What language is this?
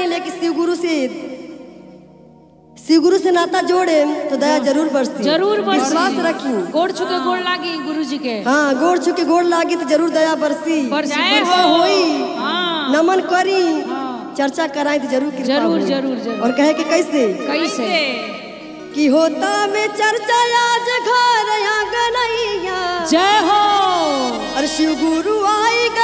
Bhojpuri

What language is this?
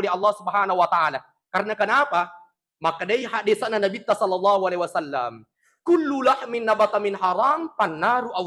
Buginese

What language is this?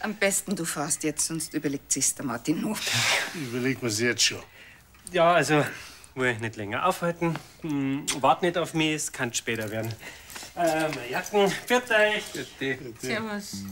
Bavarian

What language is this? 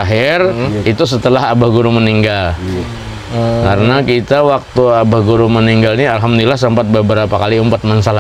Banjar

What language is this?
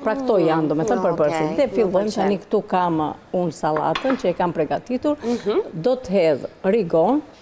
Albanian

